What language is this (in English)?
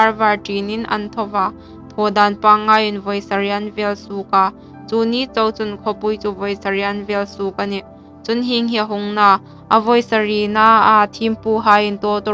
Hmar